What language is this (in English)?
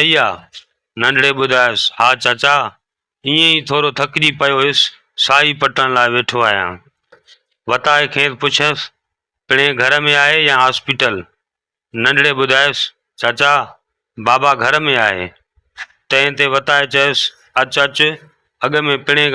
Sindhi